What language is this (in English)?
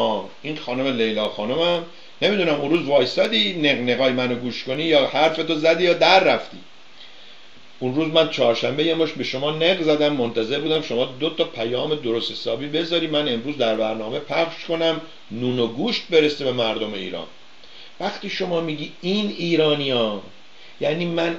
Persian